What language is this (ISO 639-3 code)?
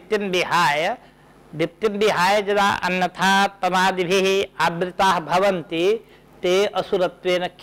san